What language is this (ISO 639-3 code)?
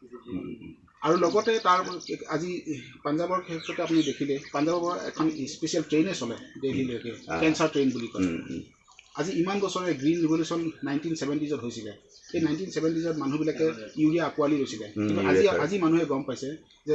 asm